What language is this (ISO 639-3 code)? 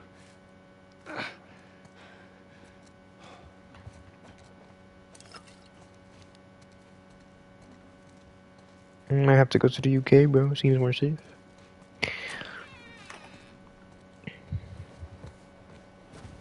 eng